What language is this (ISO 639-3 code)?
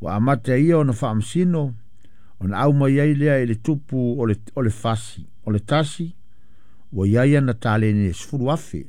smo